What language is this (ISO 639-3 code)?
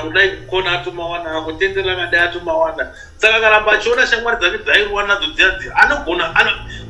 sna